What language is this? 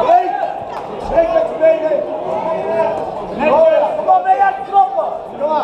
Dutch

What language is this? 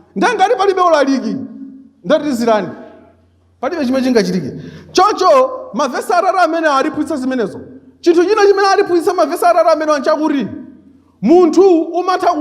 Nyanja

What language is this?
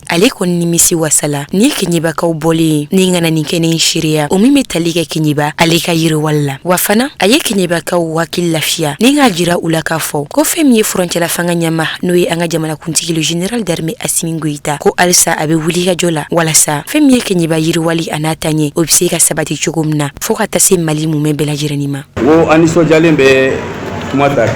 Bambara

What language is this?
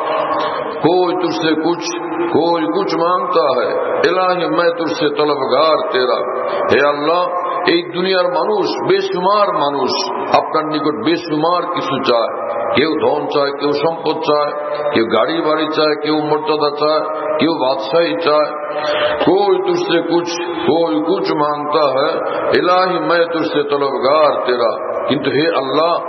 Bangla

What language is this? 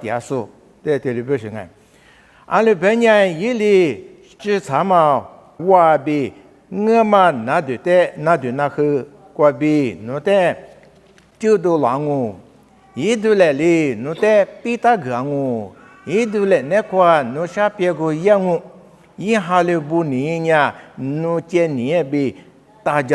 Lisu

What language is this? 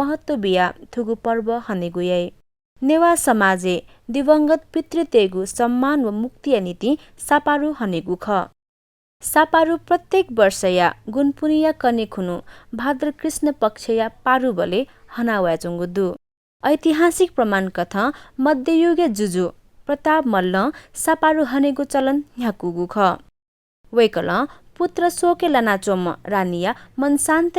Newari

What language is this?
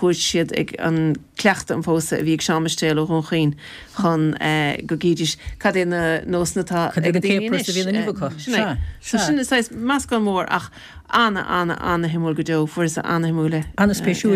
Irish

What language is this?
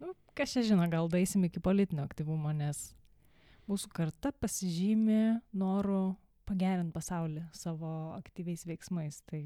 Lithuanian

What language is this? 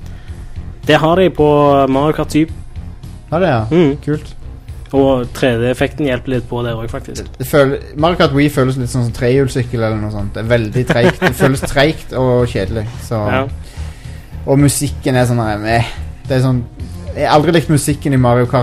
Norwegian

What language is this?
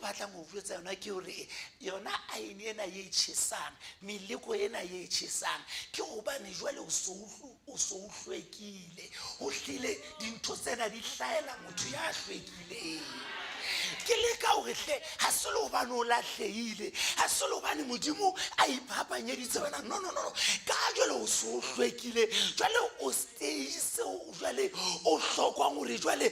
Southern Sotho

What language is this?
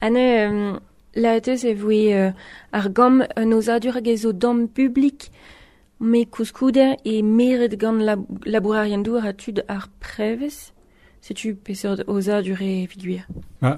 Breton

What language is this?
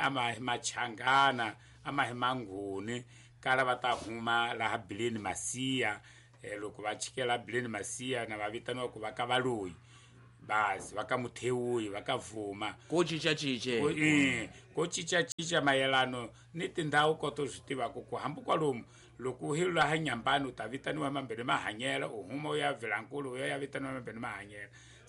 Tsonga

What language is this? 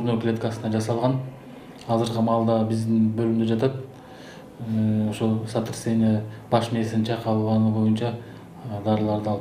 Kyrgyz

